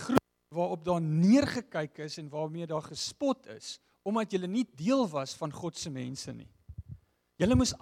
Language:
Afrikaans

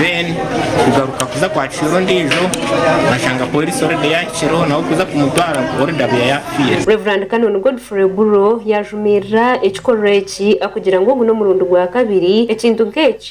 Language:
Nyankole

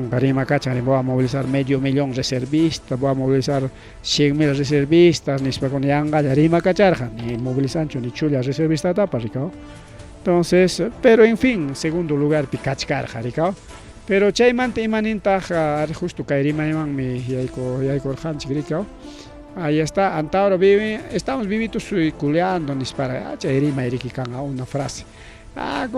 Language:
Ayacucho Quechua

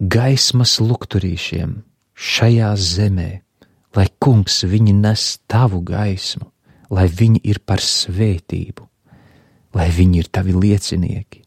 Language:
Latvian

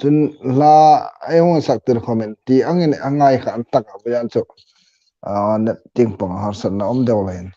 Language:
Hmar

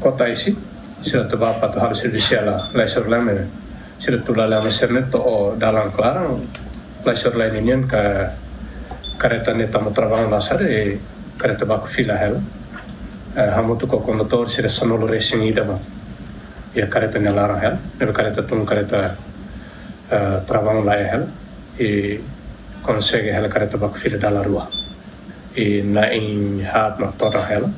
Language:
Tetum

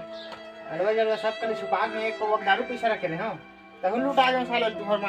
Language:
Chhattisgarhi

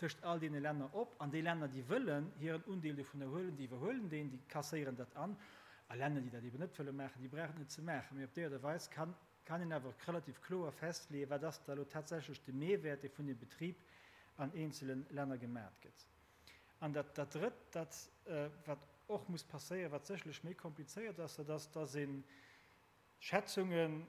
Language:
Luxembourgish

